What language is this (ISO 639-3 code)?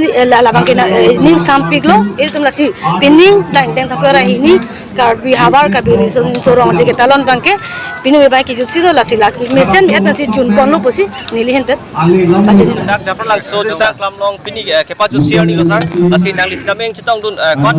mjw